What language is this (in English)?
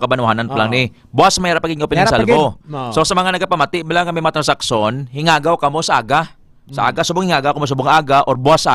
Hiligaynon